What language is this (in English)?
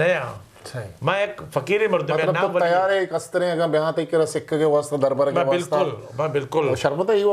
Eastern Balochi